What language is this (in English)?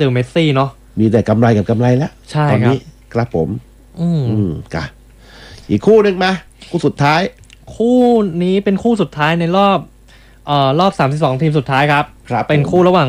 Thai